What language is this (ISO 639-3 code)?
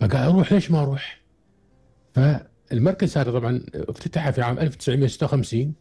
afb